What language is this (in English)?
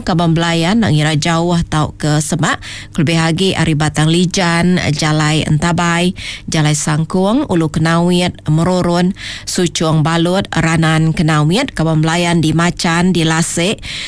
Iban